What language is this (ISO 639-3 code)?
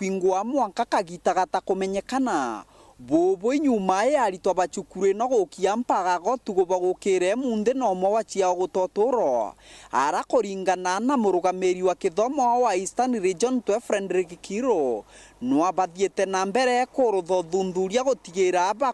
mer